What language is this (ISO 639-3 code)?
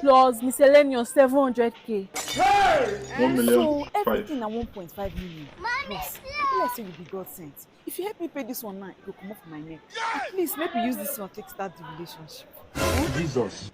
pcm